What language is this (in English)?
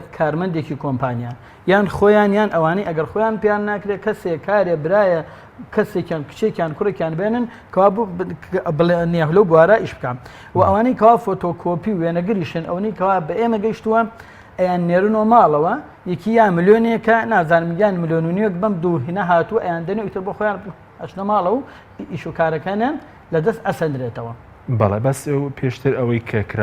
Central Kurdish